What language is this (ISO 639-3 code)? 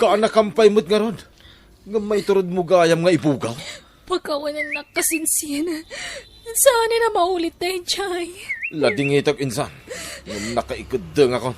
ilo